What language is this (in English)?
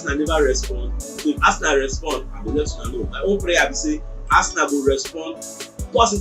Nigerian Pidgin